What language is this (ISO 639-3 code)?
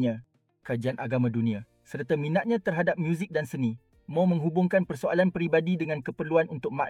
msa